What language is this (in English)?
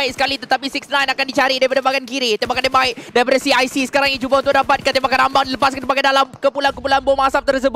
Malay